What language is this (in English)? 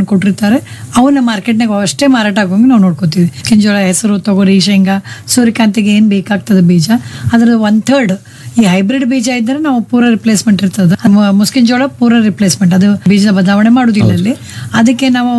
Kannada